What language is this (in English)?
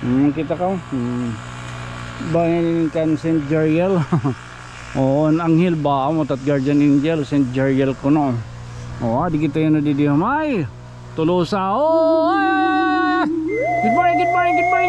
Waray